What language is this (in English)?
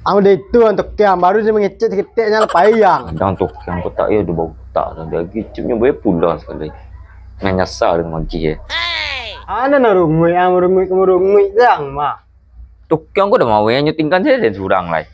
Minangkabau